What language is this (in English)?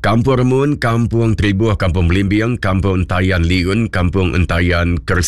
Iban